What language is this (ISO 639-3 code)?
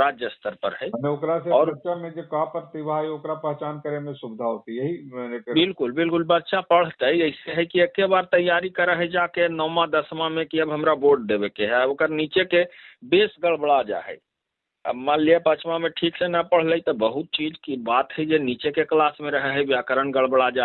mag